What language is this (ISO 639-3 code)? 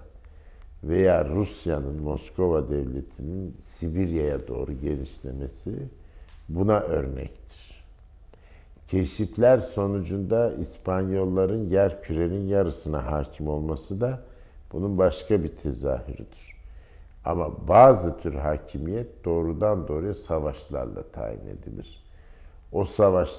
tur